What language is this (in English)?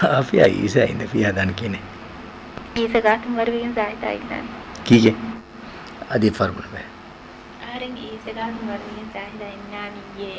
Divehi